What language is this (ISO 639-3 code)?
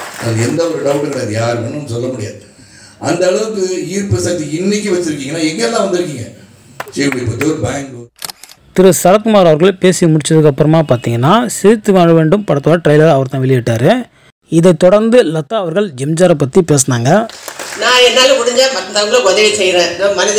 tam